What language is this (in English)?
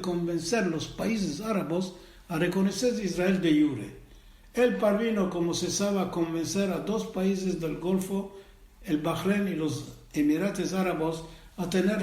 Ladino